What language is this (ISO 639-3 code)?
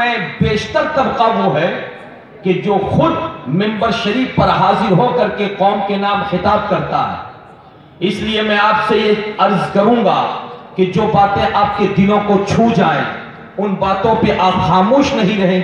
urd